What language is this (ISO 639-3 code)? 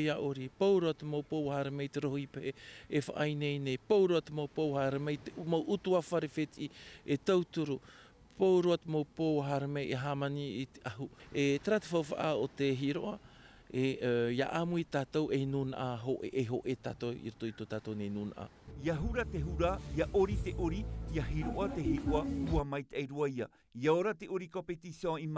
tah